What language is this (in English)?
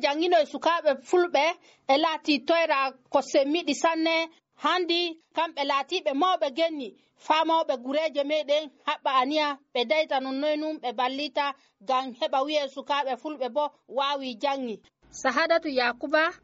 Fula